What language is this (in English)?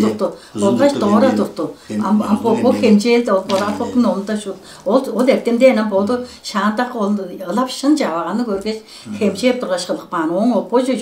Tuvinian